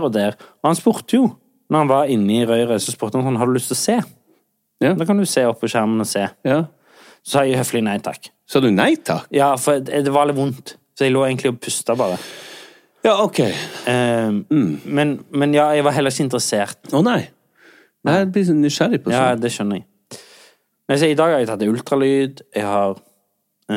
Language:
Norwegian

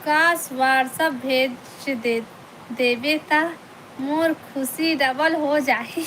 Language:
Chhattisgarhi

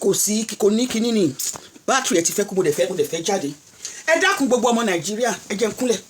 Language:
Yoruba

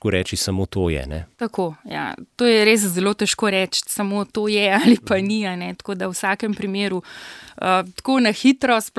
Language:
Slovenian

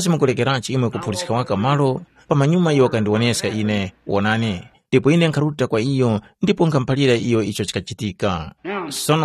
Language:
Tumbuka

